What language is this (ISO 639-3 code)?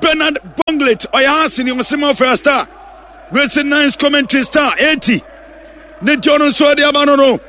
aka